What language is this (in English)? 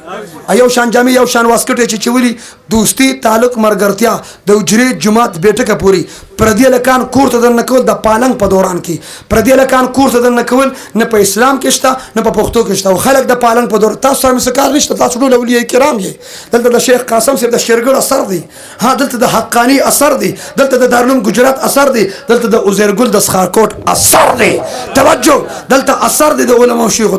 Pashto